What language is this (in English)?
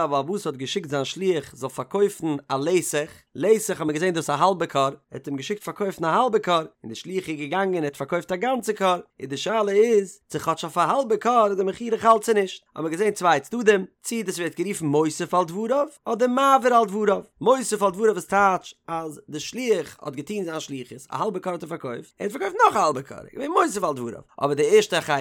Yiddish